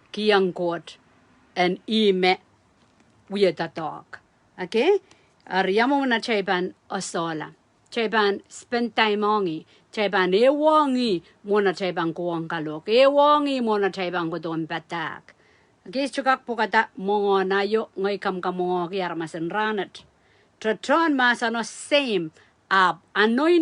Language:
Pohnpeian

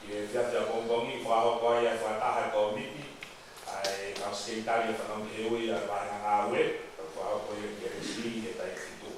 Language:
Tongan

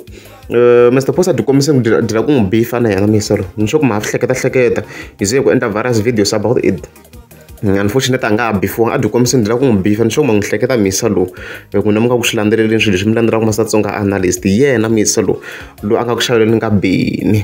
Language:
Tsonga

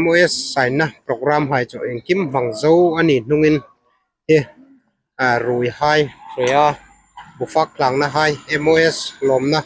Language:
Hmar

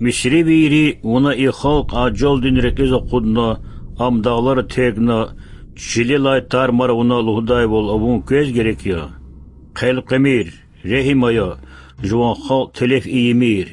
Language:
Lezghian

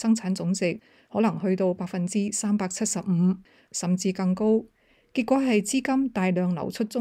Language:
Cantonese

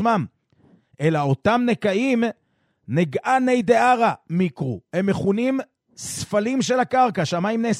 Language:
Hebrew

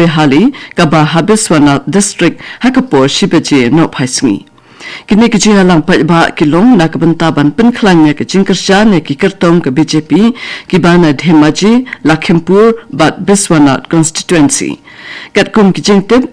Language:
Khasi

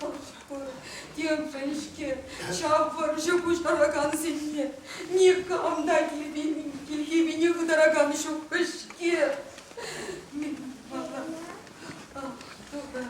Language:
Chuvash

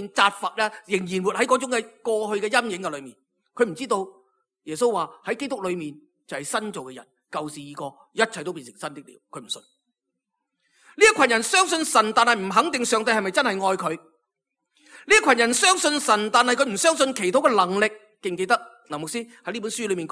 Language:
Cantonese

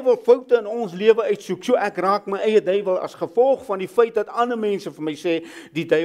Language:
Afrikaans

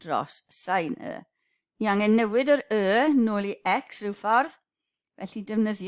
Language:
Welsh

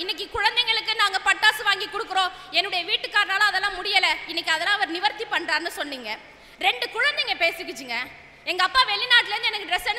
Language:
Tamil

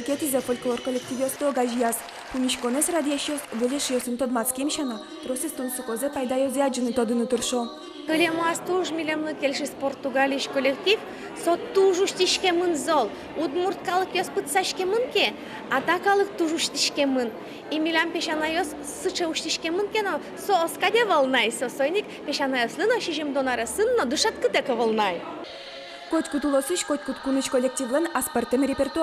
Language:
Udmurt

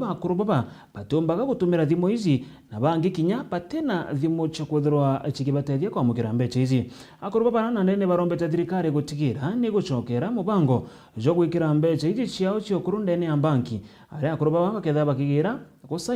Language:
Meru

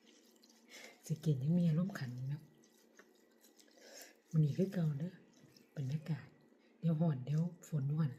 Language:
Lao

